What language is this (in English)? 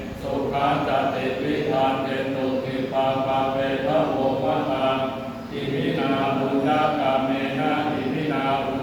Pali